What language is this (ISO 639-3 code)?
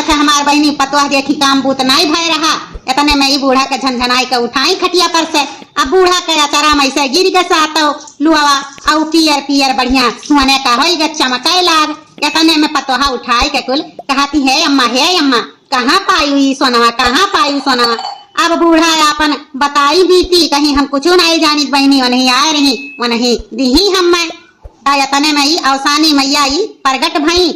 awa